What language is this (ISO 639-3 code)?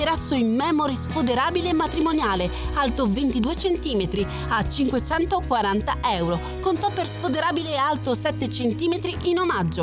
ita